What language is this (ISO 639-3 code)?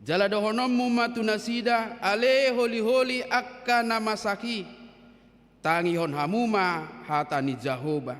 bbc